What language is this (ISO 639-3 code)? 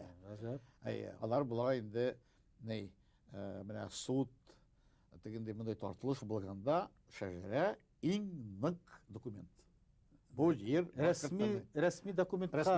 bak